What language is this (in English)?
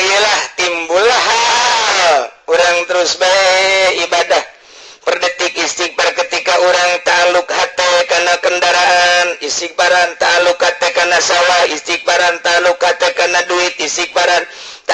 Sundanese